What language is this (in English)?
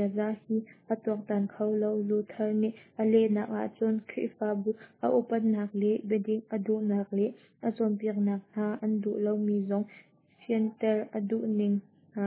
Hakha Chin